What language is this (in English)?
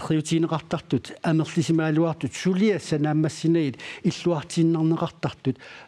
Kalaallisut